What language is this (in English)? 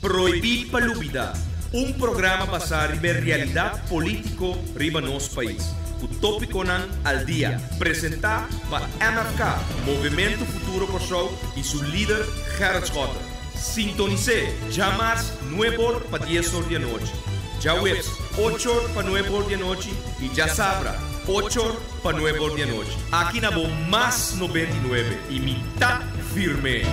Papiamento